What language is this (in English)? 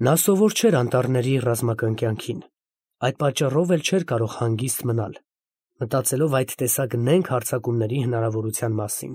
Armenian